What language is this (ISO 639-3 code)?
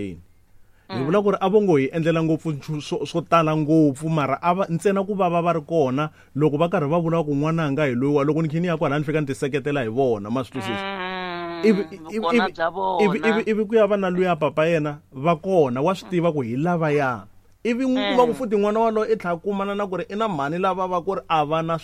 tso